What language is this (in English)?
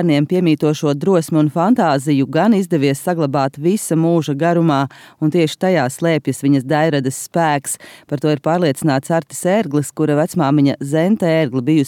Latvian